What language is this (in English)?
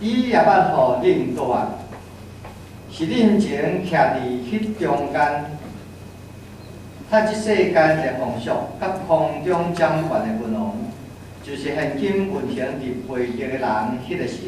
Min Nan Chinese